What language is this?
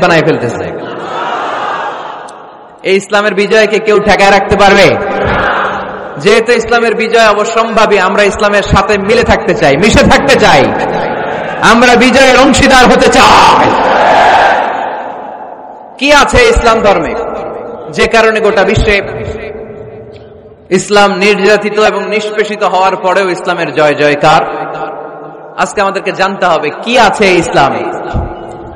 Bangla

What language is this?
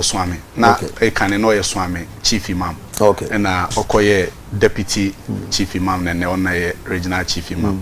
Akan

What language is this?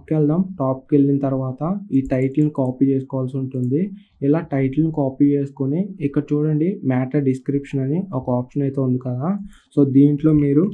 Telugu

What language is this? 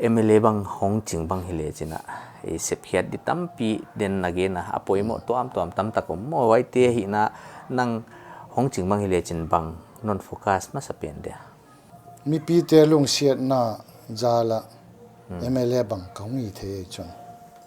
Paite Chin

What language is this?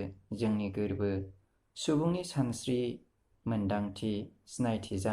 Bodo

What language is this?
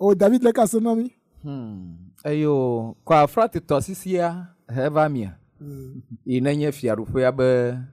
Ewe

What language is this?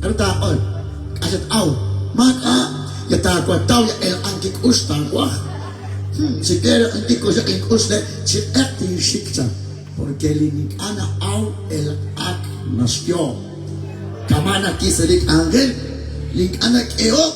Kekchí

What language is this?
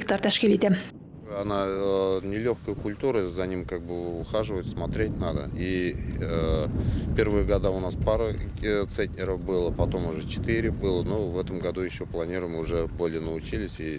Tatar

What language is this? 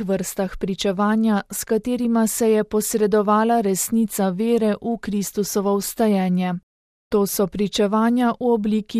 Slovenian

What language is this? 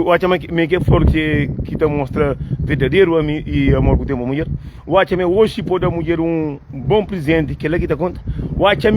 Kabuverdianu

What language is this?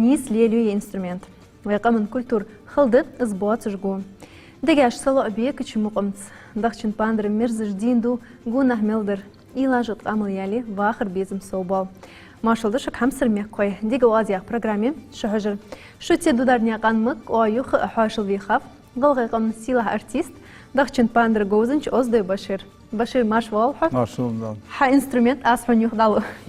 Ingush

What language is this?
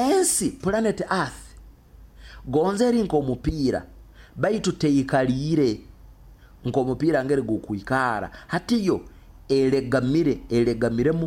Nyoro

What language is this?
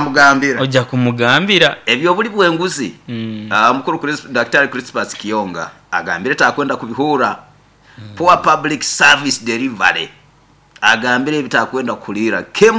Nyoro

